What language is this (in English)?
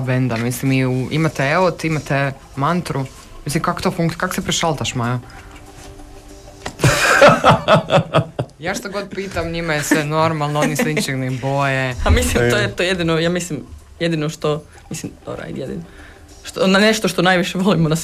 Croatian